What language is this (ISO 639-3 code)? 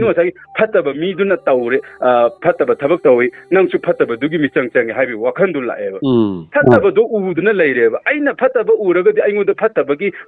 mni